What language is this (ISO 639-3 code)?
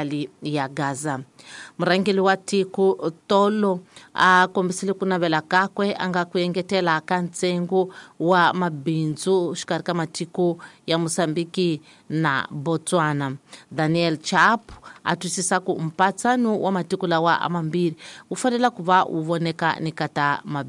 tso